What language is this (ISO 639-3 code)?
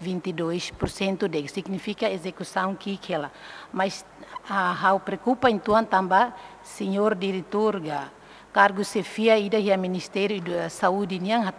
tet